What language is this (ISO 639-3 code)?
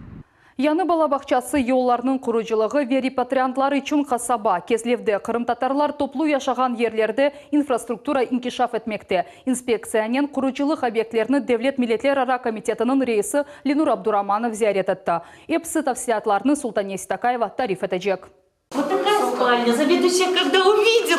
crh